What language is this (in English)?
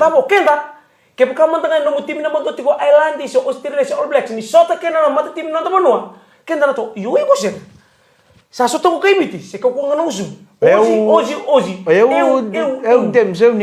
Fijian